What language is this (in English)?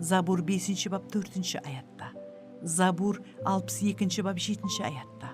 Kara-Kalpak